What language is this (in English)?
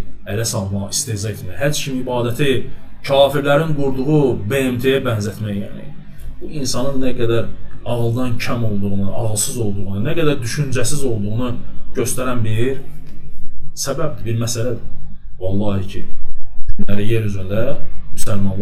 Azerbaijani